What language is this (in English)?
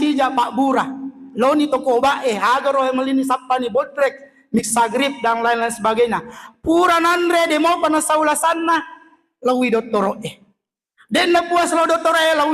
Buginese